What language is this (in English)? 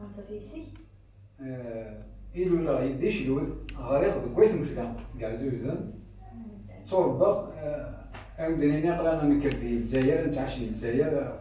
Kabyle